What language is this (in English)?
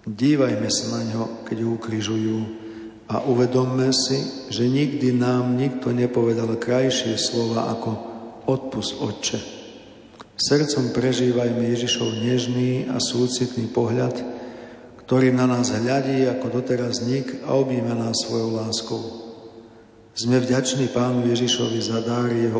Slovak